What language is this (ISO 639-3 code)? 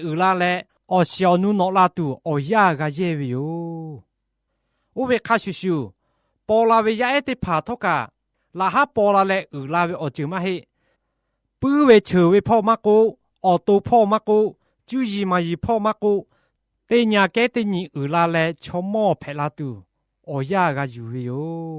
lhu